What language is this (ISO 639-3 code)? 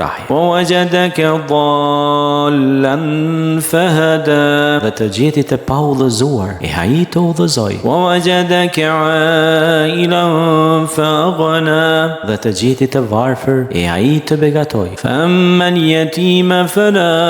sqi